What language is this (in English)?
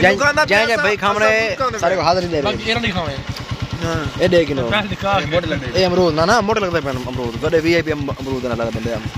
Saraiki